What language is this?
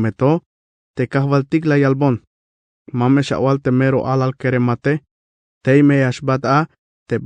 Tzeltal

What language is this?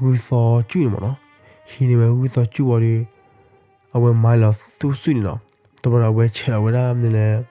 S'gaw Karen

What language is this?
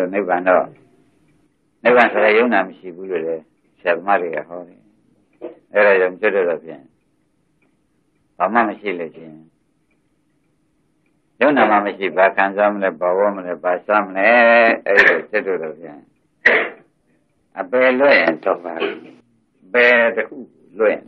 Burmese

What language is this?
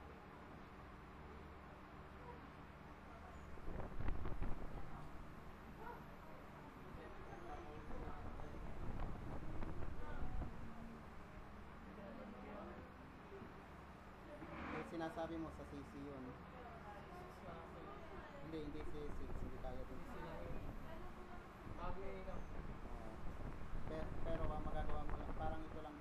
Filipino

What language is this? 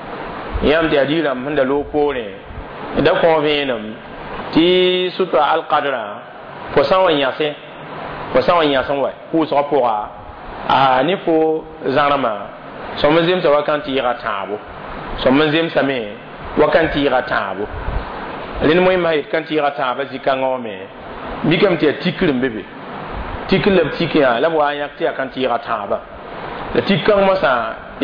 Mossi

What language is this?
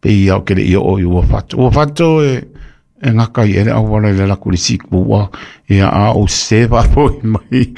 Samoan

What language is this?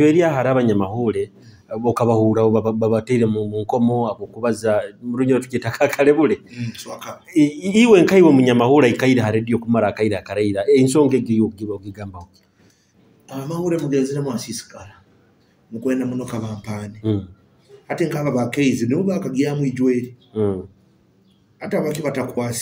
Nyoro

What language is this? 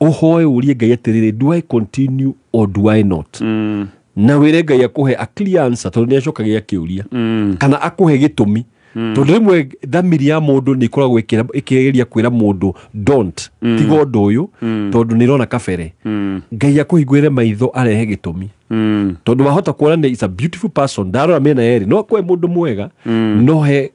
Kikuyu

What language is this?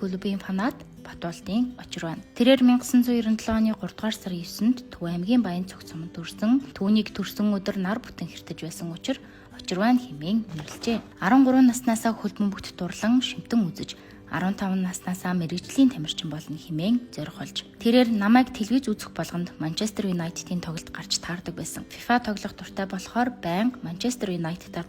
Mongolian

